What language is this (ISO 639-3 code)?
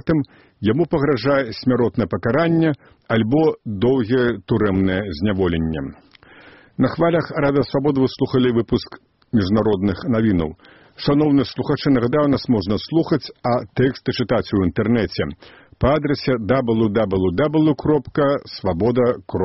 bel